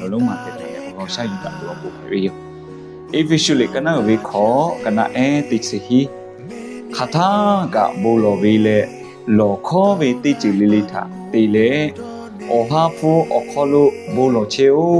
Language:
Lahu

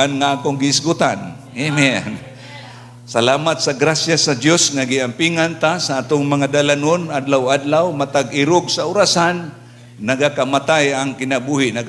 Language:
Cebuano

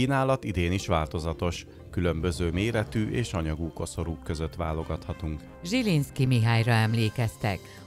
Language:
Hungarian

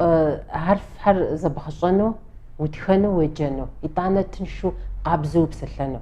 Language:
Kabardian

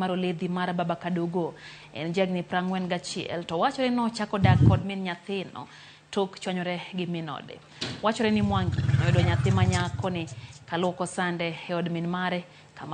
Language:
Luo (Kenya and Tanzania)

